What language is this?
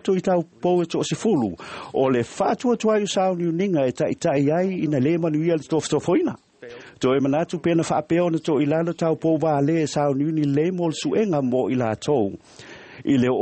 Samoan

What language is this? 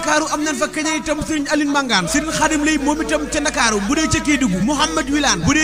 Wolof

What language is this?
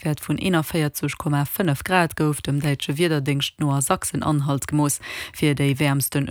Luxembourgish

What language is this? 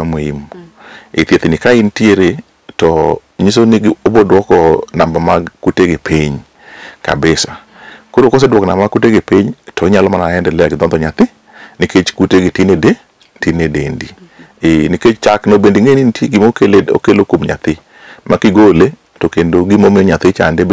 Luo (Kenya and Tanzania)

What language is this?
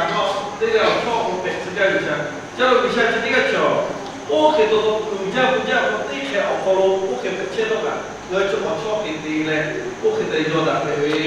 Lahu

